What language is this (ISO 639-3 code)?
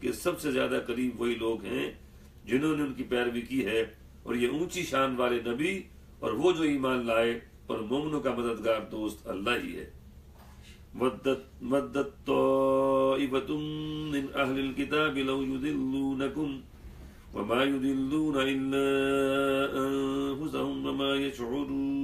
urd